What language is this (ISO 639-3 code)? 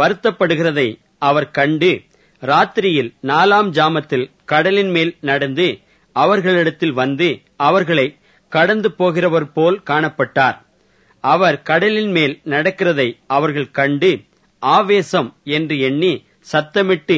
tam